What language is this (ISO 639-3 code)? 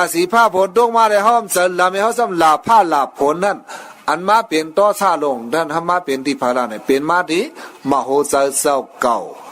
shn